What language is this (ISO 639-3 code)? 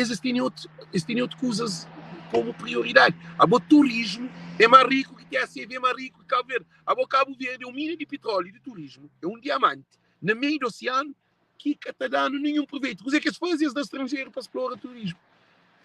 kea